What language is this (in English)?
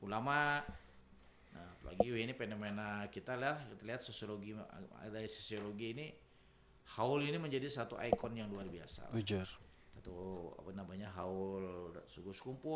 Banjar